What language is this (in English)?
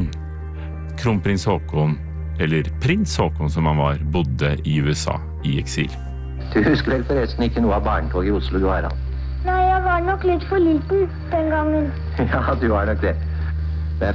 Norwegian